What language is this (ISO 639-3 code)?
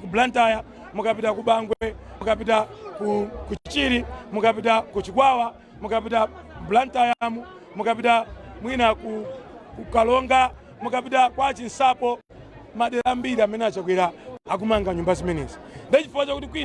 nya